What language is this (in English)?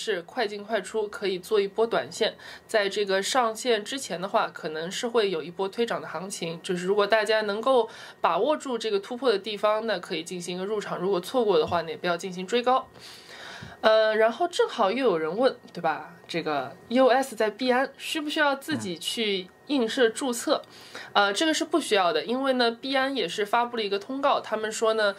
Chinese